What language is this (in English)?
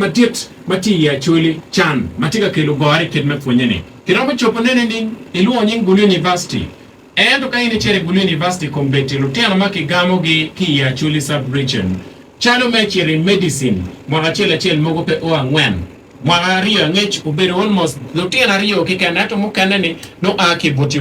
Acoli